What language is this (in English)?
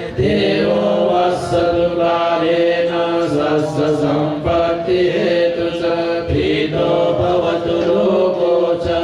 Pali